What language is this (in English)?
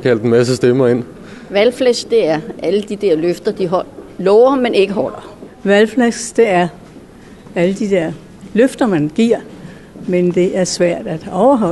Danish